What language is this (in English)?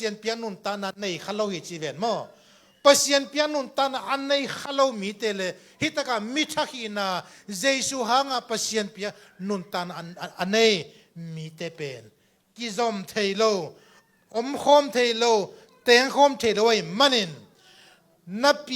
Tedim Chin